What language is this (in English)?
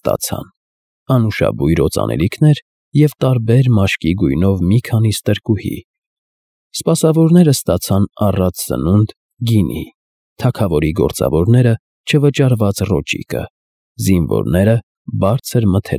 Armenian